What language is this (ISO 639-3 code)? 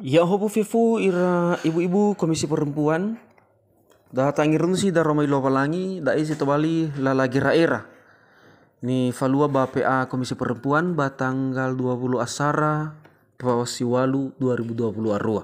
nia